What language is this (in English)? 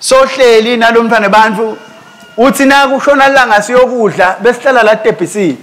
Swati